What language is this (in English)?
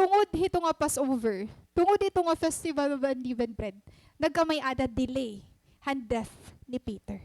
Waray